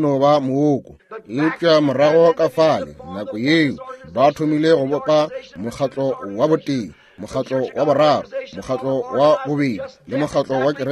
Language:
Northern Sotho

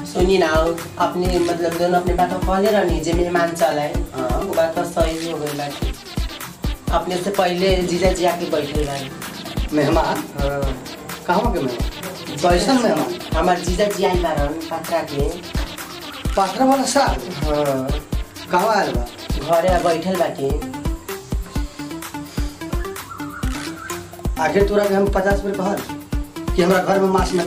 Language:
Bhojpuri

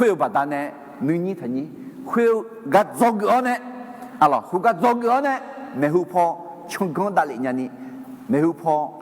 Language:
Akha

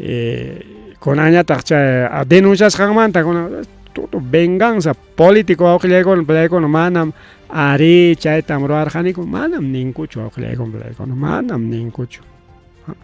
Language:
Ayacucho Quechua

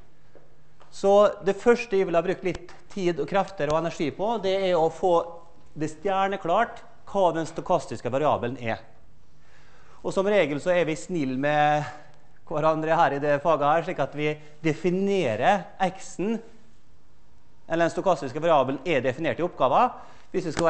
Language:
Norwegian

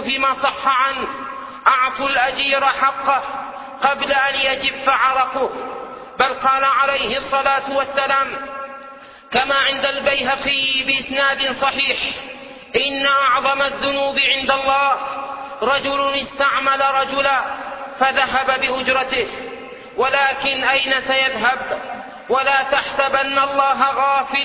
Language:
Arabic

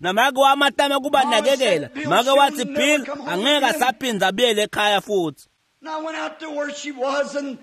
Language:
Swati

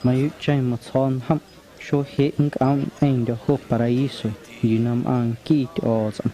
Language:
Guerrero Amuzgo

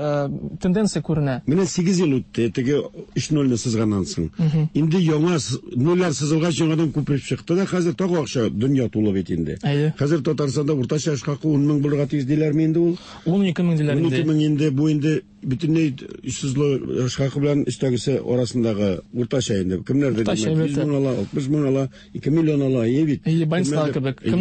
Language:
Tatar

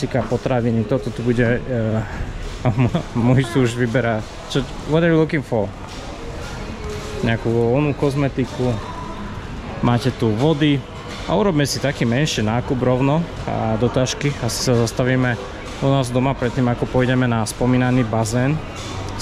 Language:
Slovak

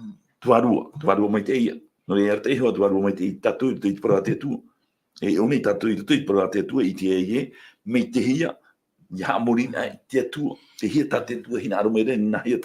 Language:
Tahitian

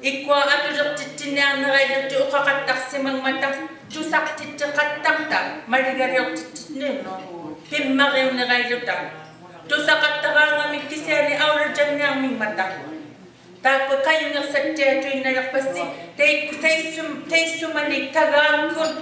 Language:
Inuktitut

